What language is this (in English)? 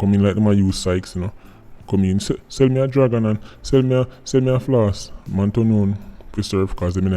Jamaican Creole English